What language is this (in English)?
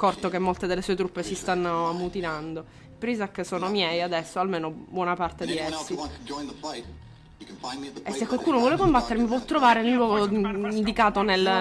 Italian